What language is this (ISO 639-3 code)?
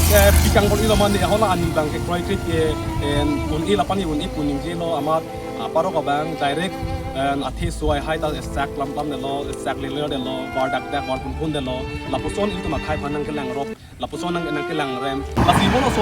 mjw